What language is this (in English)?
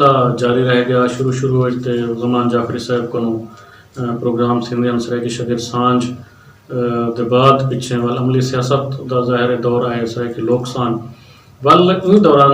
Western Panjabi